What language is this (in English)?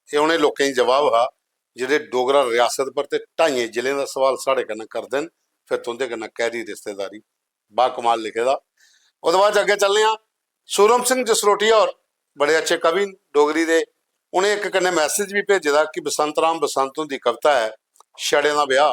Dogri